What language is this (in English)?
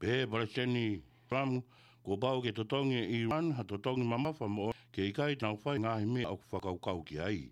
Tongan